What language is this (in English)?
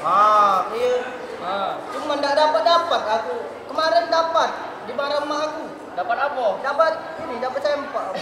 Musi